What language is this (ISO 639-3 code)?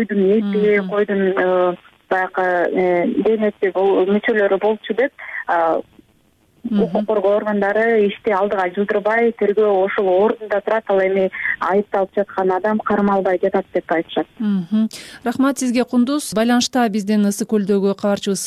kir